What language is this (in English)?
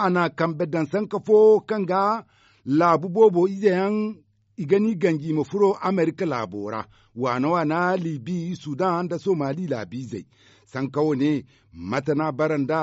Zarma